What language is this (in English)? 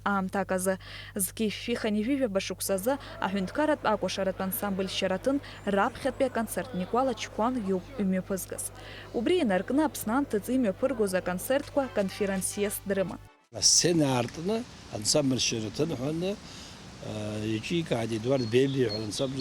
Abkhazian